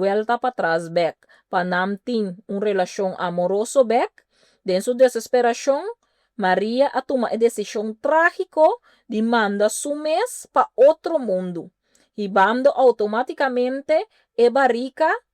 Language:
Papiamento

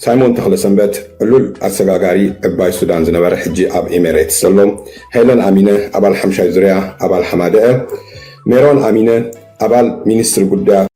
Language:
Tigrinya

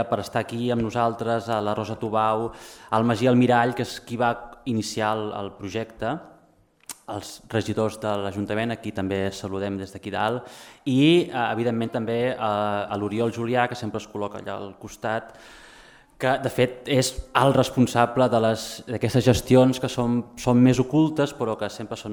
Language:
Catalan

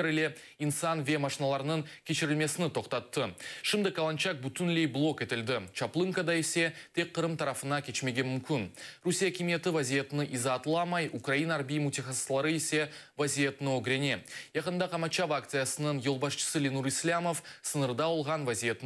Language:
Crimean Tatar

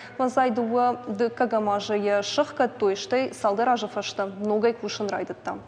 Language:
Ossetic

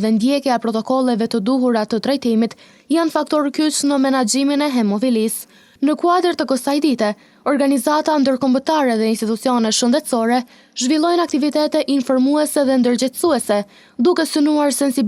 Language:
Albanian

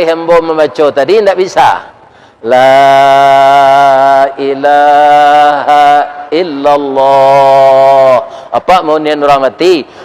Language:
Minangkabau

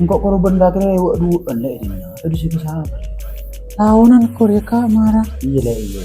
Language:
Madurese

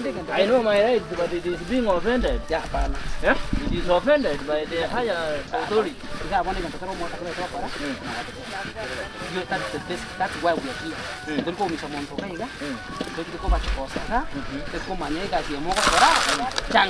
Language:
Gusii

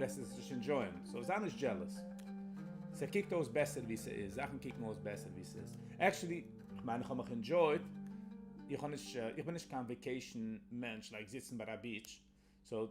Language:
Yiddish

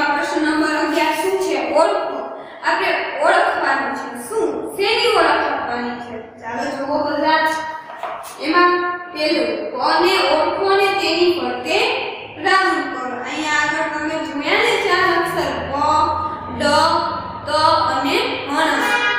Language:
Gujarati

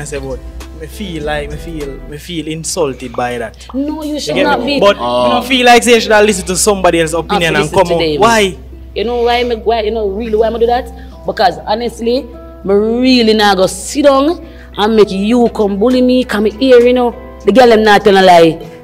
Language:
Jamaican Creole English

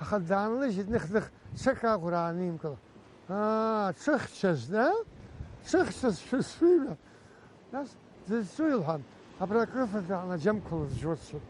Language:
Abkhazian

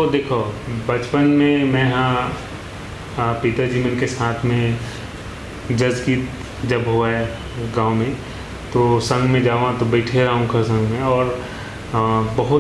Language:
Chhattisgarhi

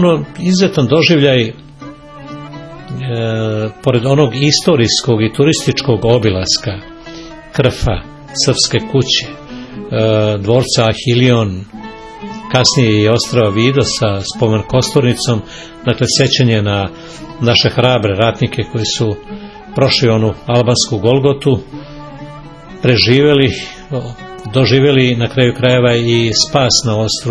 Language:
Serbian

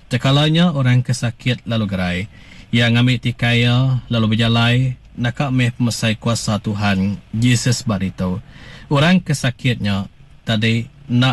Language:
Iban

